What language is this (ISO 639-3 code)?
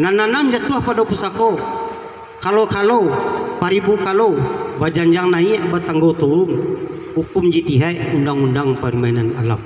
min